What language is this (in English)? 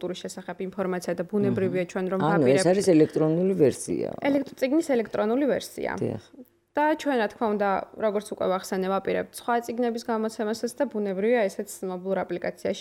Georgian